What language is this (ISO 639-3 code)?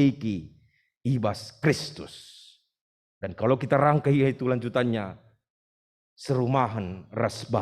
btx